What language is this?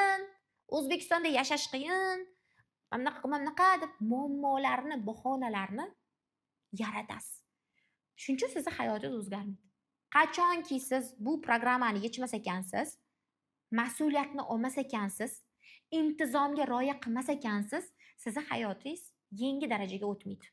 Uzbek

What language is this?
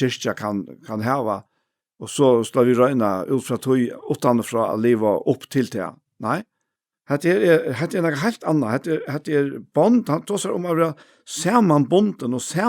Faroese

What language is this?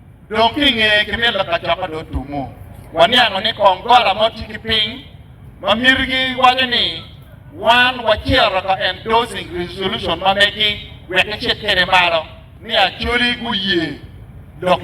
Acoli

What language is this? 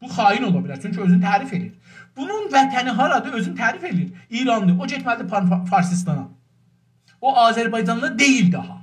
South Azerbaijani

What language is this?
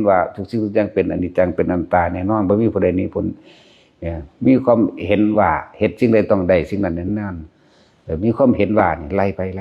Northeastern Thai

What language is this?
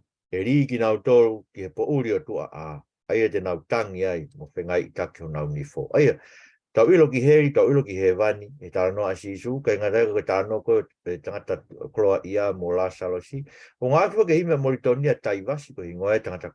Tongan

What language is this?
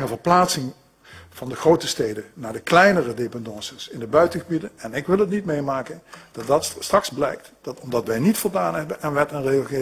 Dutch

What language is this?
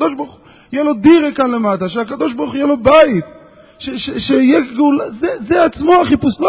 Hebrew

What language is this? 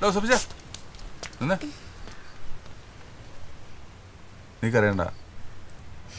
Malayalam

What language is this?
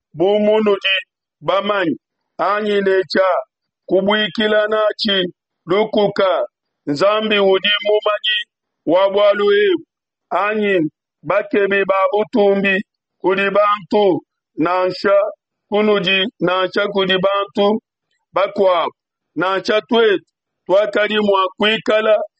Luba-Lulua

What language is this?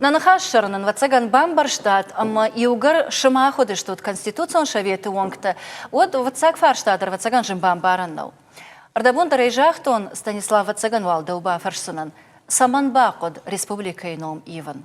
Ossetic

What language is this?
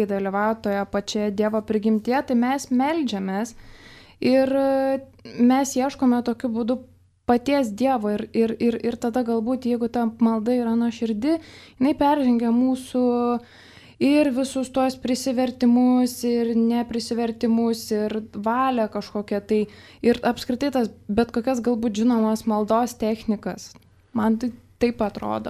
Lithuanian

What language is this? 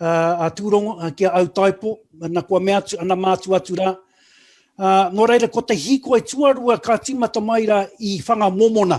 Māori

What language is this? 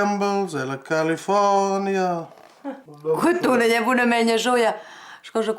Romansh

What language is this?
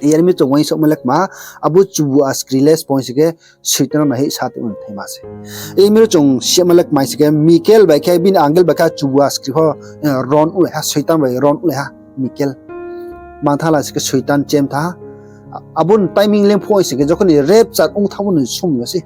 Riang (India)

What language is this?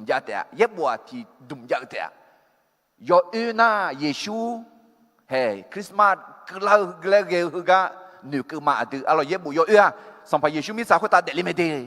Akha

